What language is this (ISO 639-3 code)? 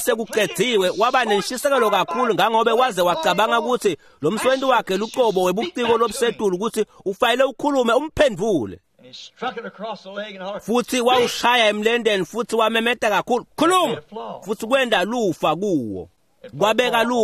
ssw